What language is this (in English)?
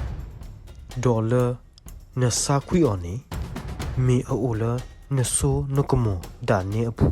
S'gaw Karen